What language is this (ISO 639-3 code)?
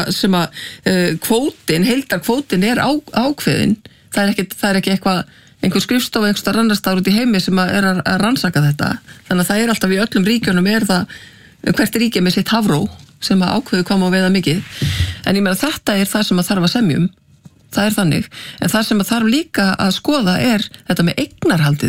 isl